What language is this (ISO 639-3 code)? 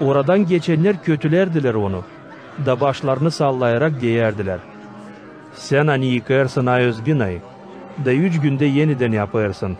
gag